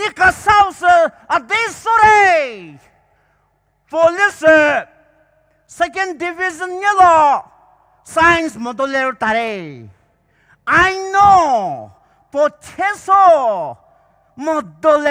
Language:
Poumei Naga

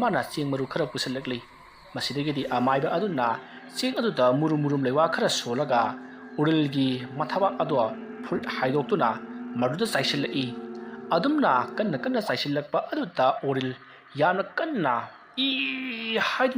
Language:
Manipuri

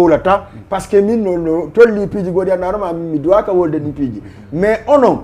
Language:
Fula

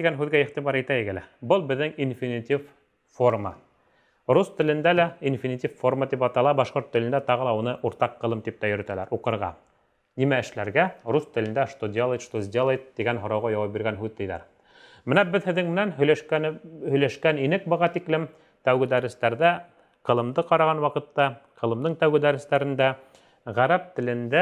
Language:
Bashkir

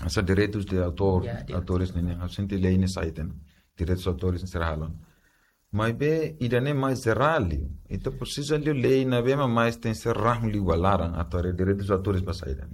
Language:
Tetum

